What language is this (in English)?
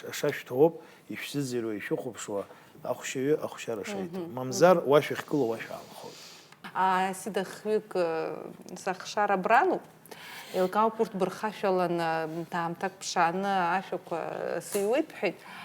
Abkhazian